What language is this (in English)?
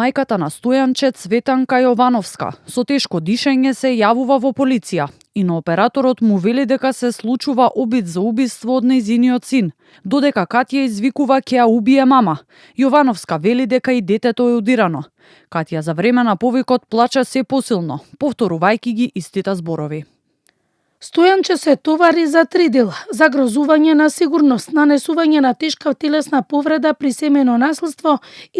Macedonian